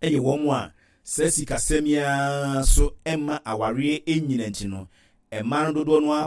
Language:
Akan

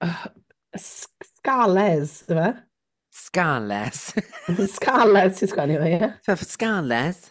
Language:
Welsh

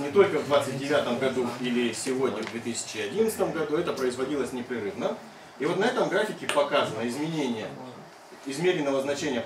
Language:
Russian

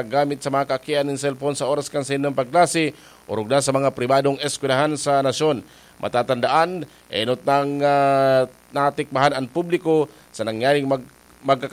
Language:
Bikol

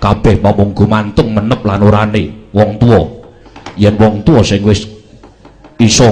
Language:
Javanese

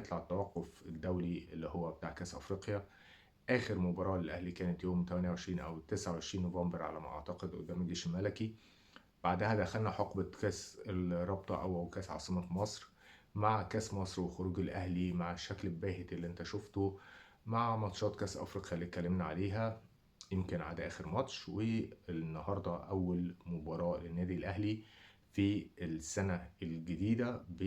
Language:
Egyptian Arabic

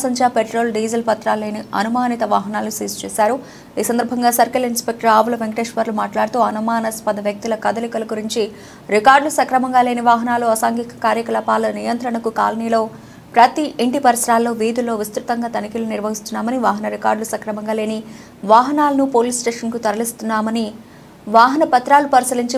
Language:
Telugu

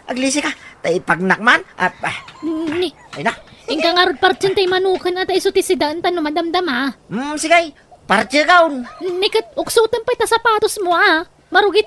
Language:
Iloko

